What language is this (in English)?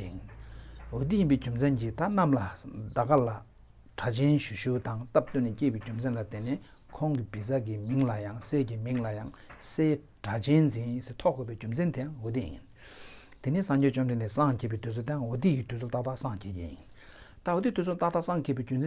Tibetan